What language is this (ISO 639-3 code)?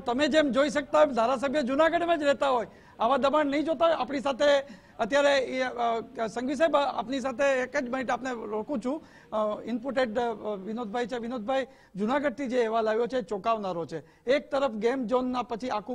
guj